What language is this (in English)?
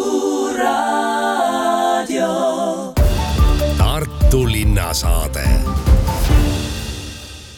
Estonian